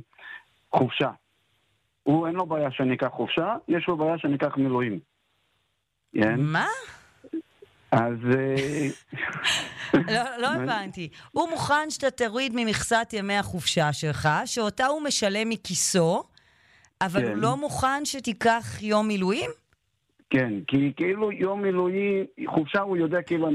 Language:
Hebrew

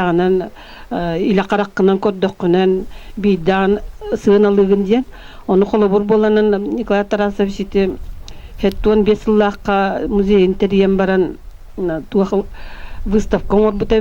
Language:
Yakut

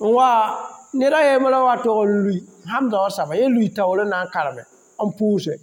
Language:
Mossi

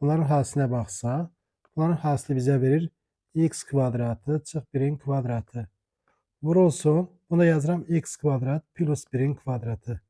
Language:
Azerbaijani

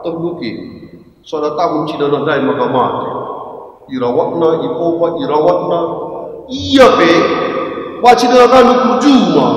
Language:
Batak Karo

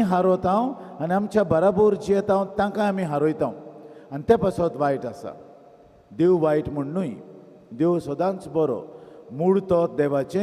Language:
Konkani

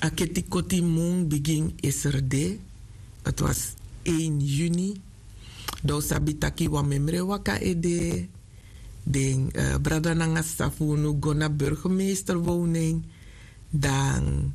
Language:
Sranan Tongo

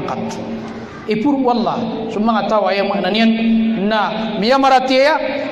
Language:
Maranao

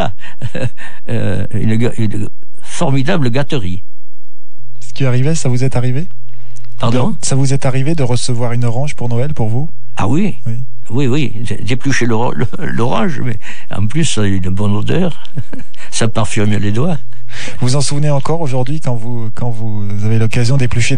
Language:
French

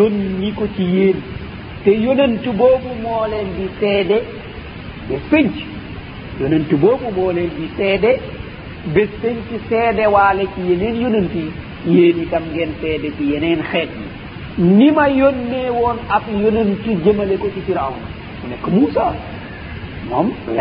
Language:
Wolof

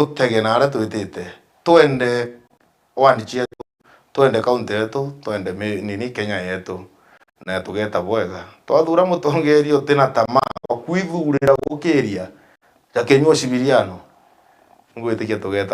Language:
Meru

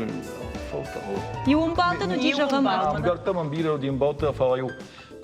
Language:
Ossetic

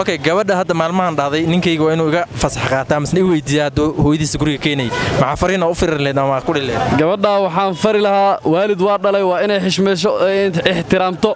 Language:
Somali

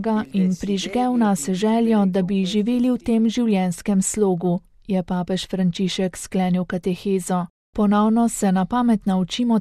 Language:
Slovenian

